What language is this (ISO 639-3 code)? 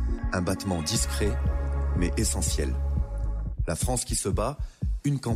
fra